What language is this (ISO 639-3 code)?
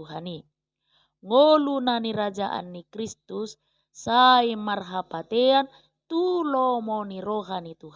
bbc